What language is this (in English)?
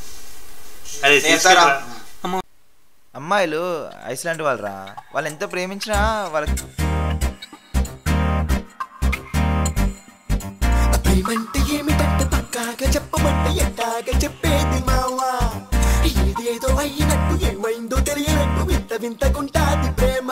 Telugu